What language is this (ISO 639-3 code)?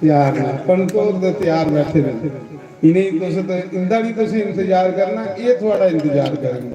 doi